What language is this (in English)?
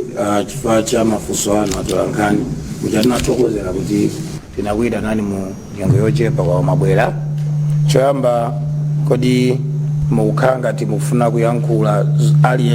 Nyanja